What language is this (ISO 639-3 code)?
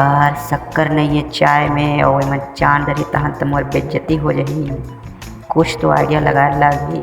hne